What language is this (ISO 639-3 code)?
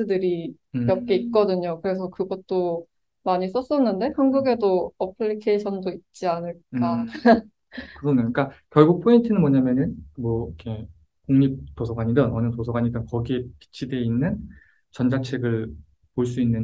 kor